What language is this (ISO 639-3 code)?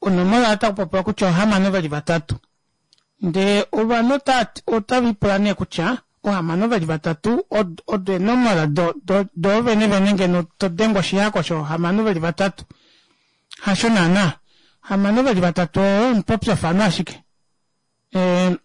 kua